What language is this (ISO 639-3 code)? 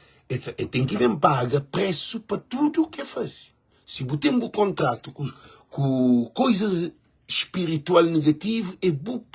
kea